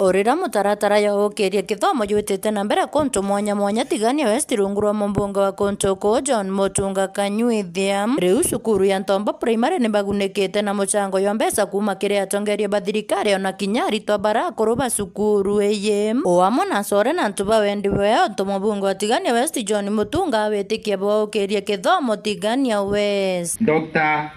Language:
Meru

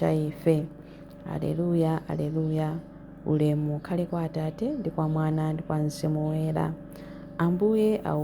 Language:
Nyanja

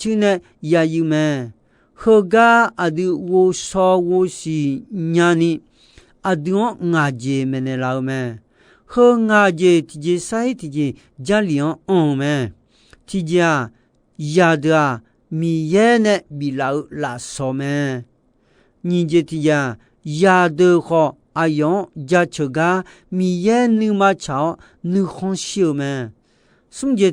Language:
Akha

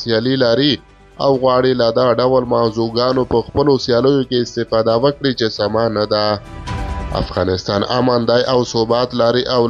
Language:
Pashto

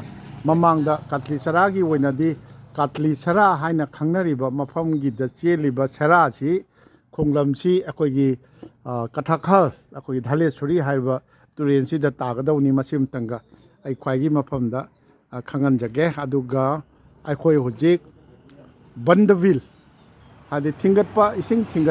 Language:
Manipuri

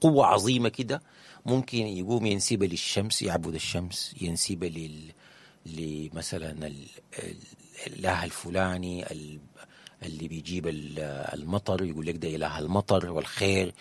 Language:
Sudanese Arabic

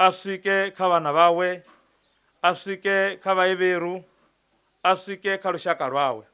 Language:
Venda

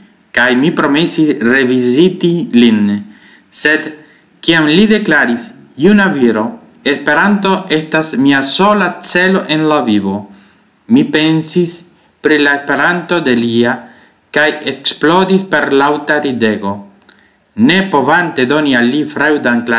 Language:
Esperanto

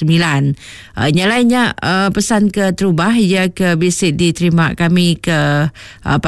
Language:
Iban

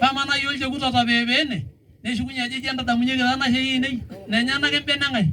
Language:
Masai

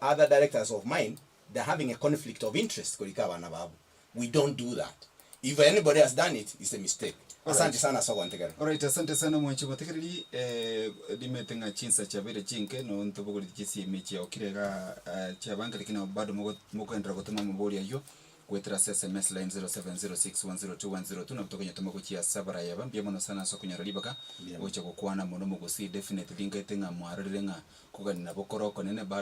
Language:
Gusii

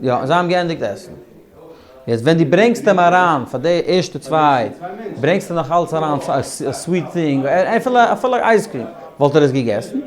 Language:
Yiddish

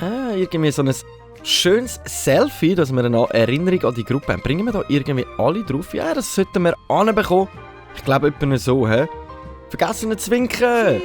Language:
Swiss German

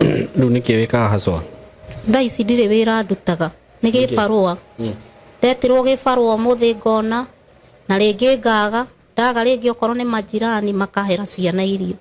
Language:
Kikuyu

